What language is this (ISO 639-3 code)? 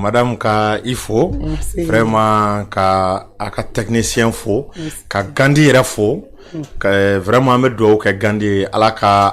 bam